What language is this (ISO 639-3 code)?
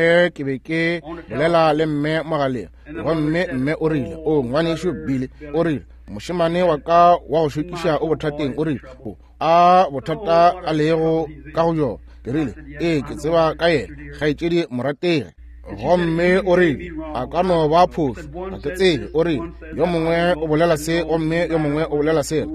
nso